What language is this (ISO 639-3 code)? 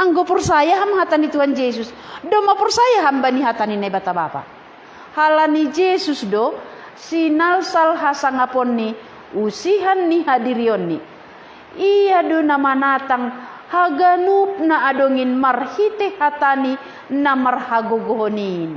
bts